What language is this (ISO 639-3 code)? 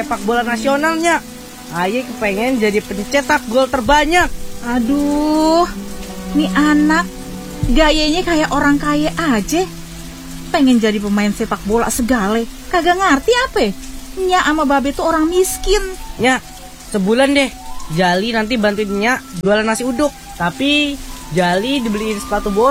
ind